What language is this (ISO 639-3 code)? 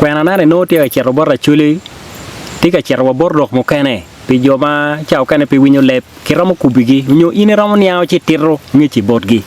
ach